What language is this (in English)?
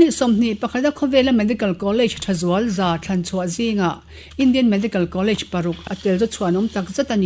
Mizo